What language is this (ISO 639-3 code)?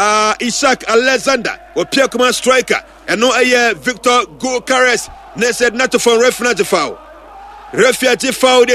aka